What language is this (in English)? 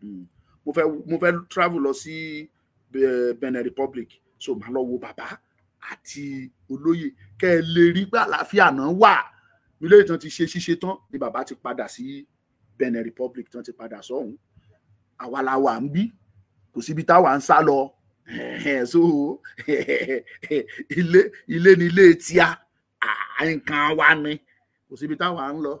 Yoruba